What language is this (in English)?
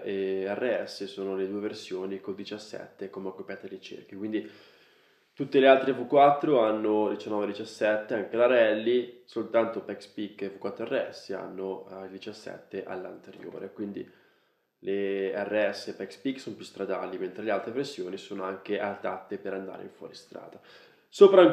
Italian